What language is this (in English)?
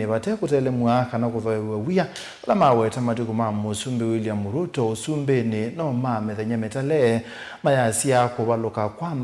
Kamba